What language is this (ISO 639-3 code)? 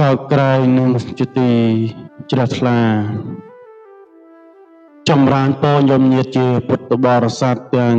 khm